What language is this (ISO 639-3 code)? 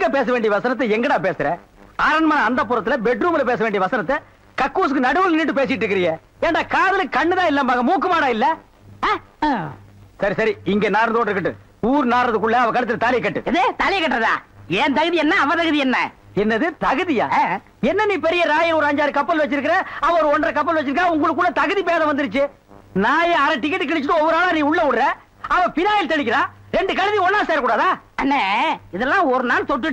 tam